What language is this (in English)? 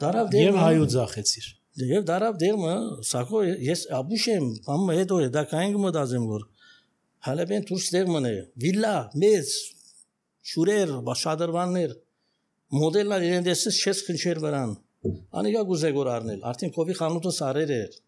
Armenian